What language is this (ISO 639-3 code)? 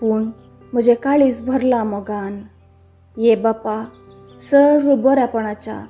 kok